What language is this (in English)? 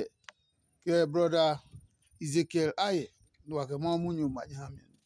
Adangme